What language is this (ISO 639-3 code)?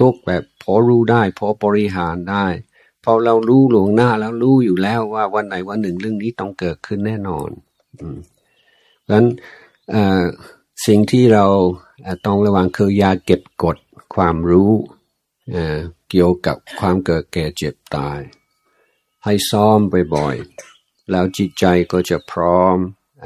tha